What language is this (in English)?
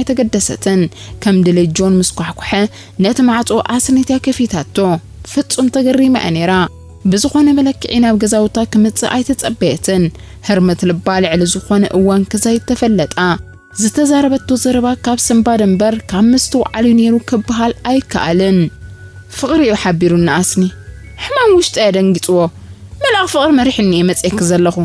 Tigrinya